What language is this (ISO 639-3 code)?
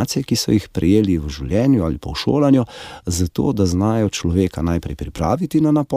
slv